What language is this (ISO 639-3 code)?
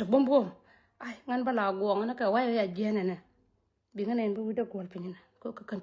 nus